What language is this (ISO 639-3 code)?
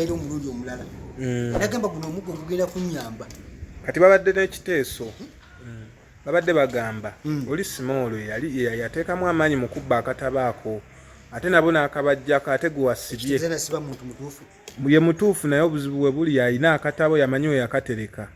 lug